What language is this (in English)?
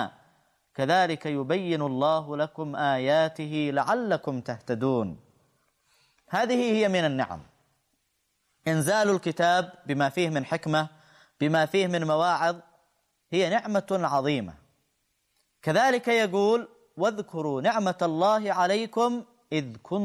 Arabic